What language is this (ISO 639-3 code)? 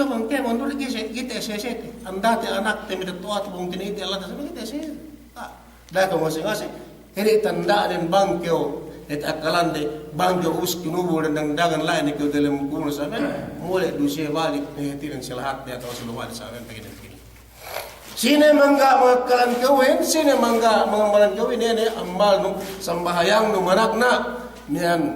yka